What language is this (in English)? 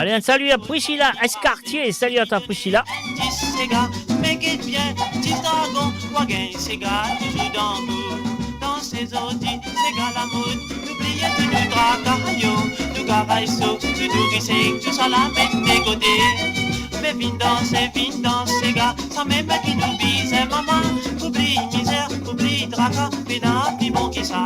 Morisyen